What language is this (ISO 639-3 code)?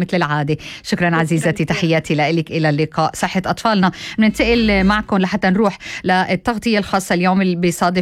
apc